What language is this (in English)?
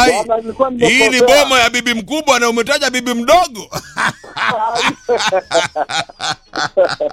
Swahili